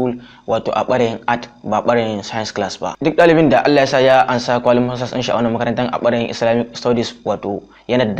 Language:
Hausa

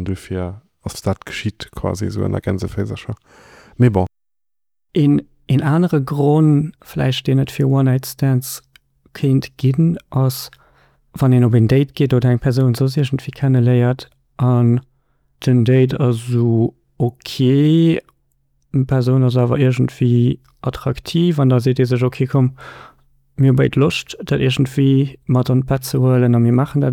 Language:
Luxembourgish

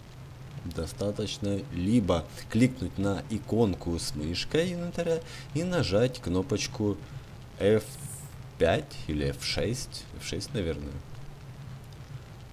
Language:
Russian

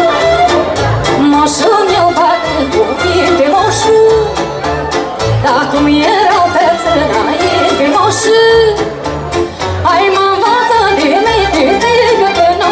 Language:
Romanian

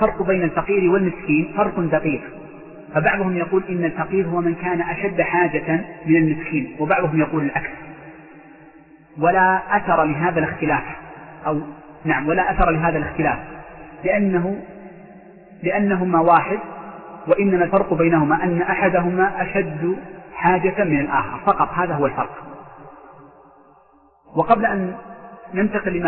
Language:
Arabic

